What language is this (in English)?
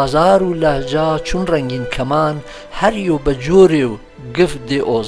Gurani